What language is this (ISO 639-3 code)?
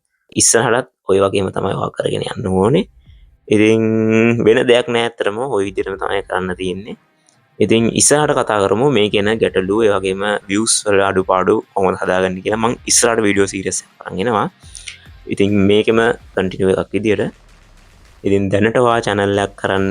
sin